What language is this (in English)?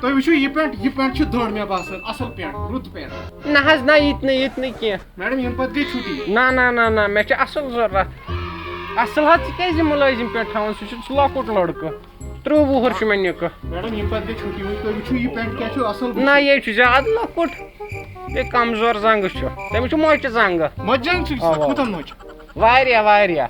Kashmiri